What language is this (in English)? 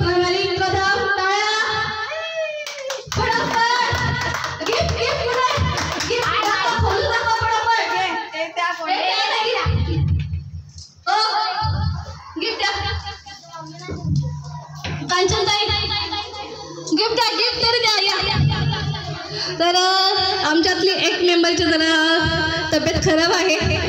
Marathi